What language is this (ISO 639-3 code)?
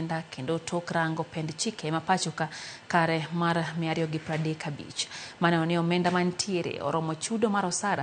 luo